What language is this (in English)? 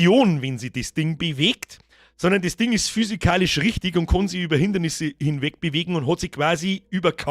Bavarian